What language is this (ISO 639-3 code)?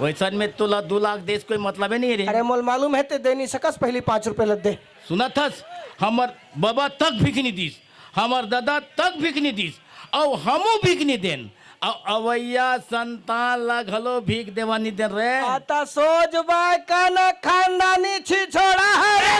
hne